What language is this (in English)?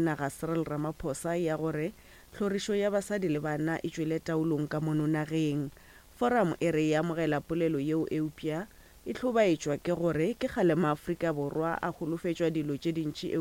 Northern Sotho